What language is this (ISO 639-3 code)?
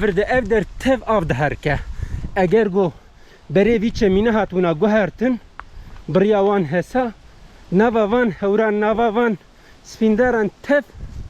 kur